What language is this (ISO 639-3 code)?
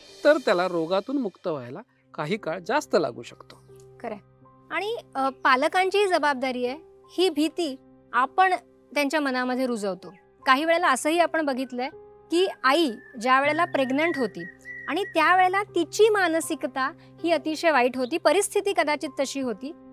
mar